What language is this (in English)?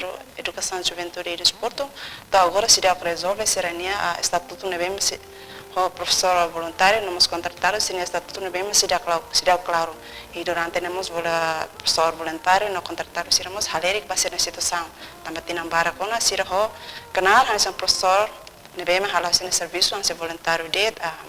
Tetum